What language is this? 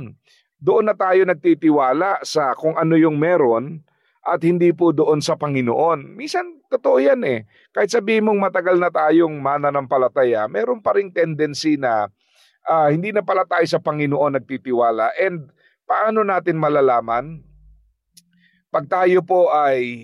Filipino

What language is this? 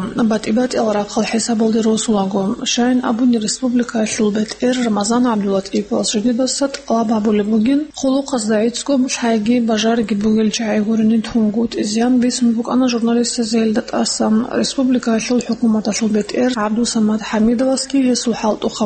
Avaric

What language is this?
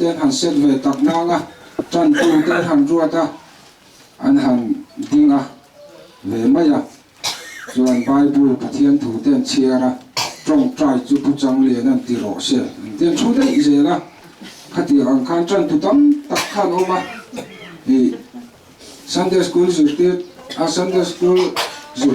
Mizo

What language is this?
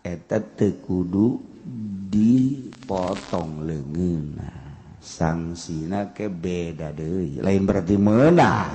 Sundanese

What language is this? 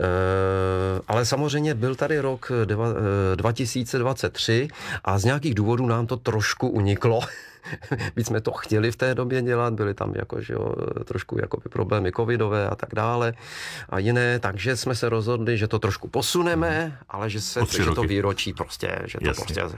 Czech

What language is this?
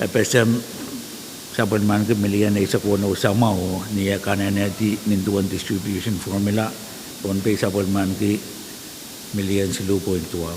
Pohnpeian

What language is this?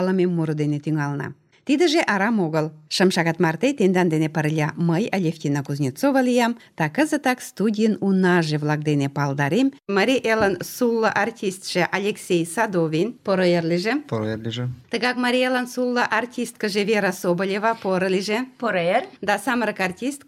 Mari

